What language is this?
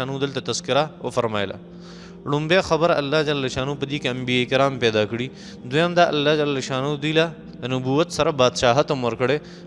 Pashto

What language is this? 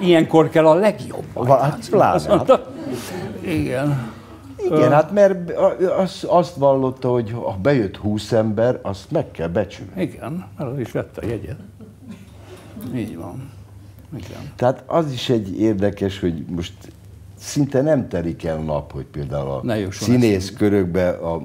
Hungarian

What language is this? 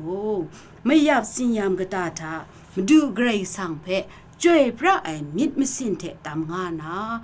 Kachin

